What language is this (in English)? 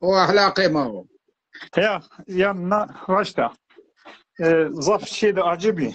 Zaza